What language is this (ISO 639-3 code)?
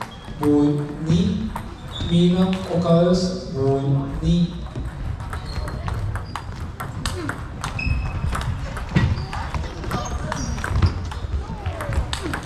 nor